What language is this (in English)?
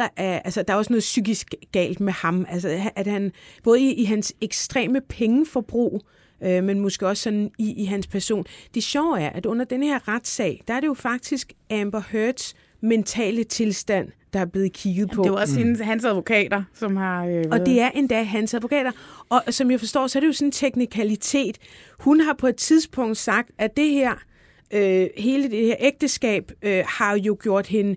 Danish